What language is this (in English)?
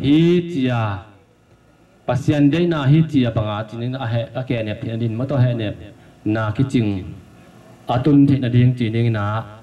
Tedim Chin